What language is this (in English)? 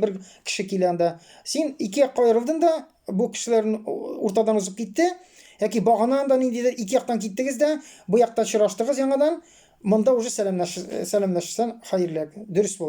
Tatar